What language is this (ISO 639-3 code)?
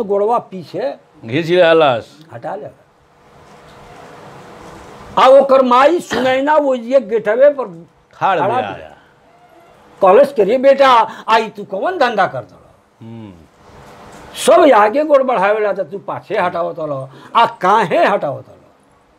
bho